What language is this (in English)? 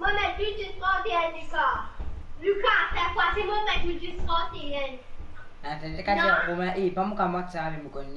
Morisyen